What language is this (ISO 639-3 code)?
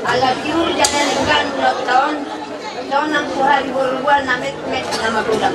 bbc